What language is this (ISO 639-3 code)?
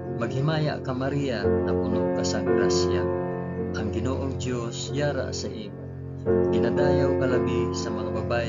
hil